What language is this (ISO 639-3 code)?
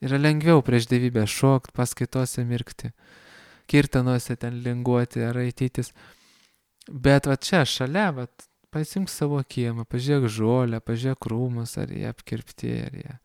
lit